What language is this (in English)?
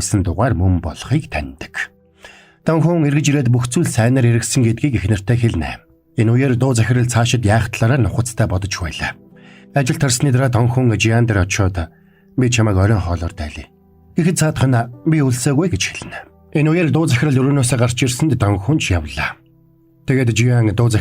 Mongolian